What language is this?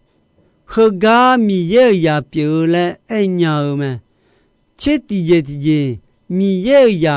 Akha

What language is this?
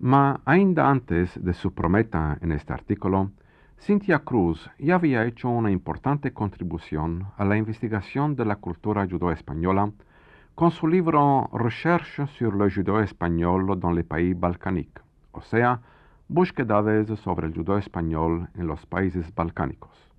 Ladino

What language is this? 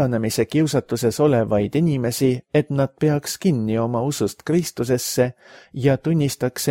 Estonian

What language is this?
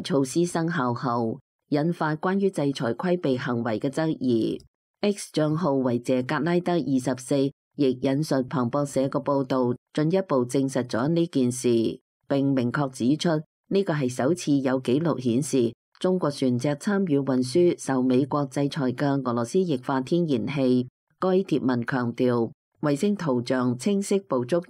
Cantonese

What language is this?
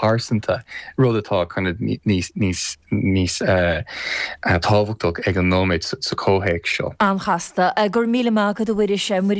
Irish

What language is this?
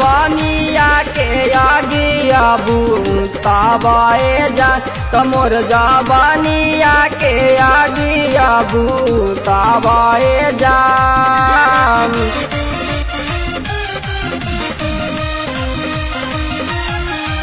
Bhojpuri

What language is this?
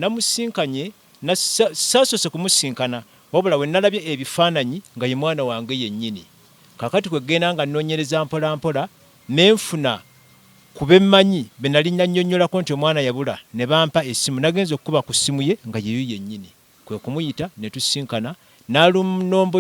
Ganda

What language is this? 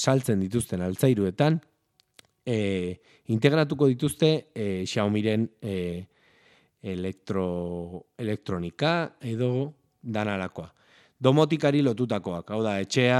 Basque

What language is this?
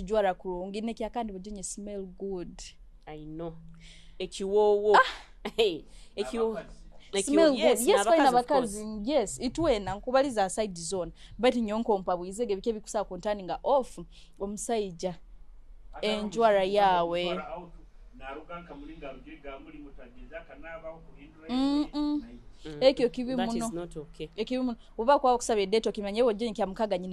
Nyoro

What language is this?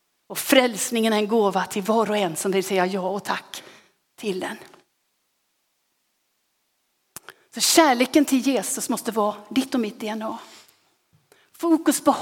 Swedish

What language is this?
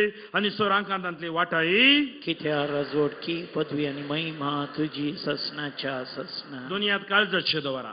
Konkani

